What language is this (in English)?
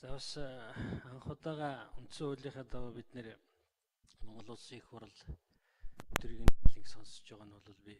Mongolian